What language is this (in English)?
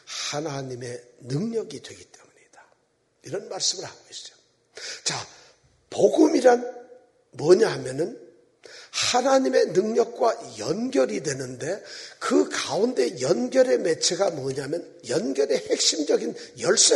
Korean